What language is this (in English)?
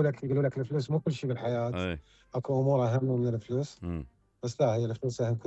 Mesopotamian Arabic